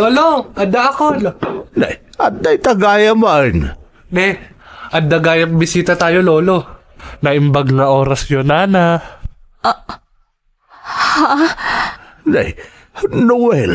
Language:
Iloko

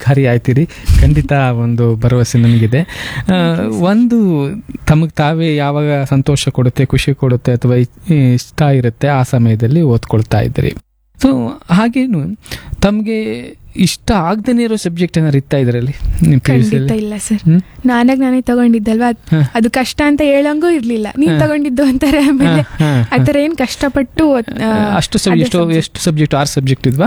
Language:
Kannada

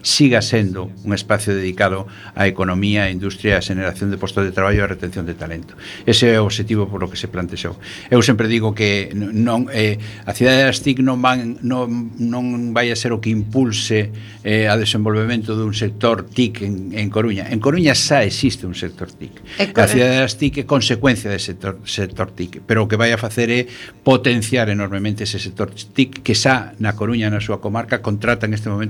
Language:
Galician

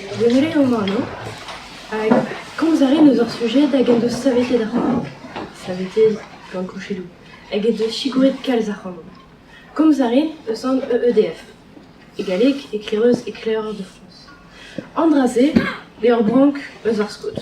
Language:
Breton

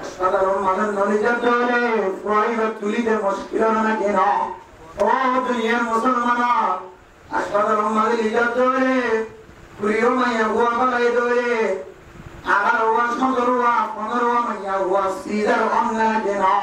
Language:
Rohingya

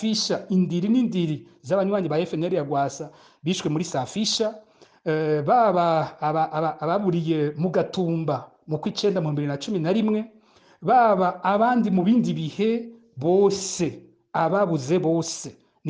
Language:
Rundi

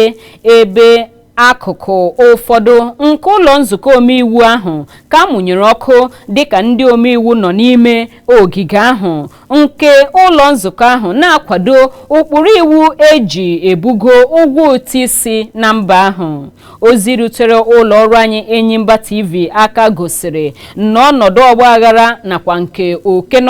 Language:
Igbo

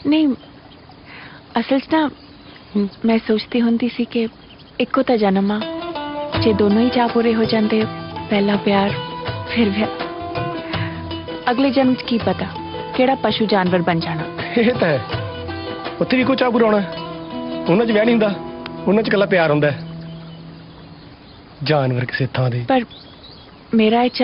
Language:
Punjabi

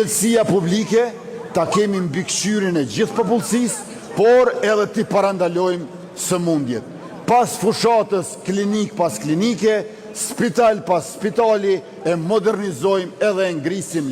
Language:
Albanian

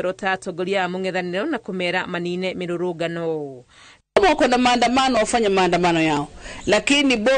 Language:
Kikuyu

